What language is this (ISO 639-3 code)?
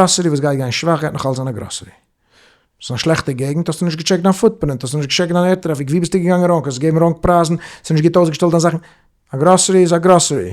yid